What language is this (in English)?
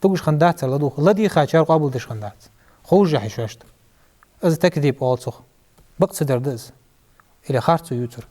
Ingush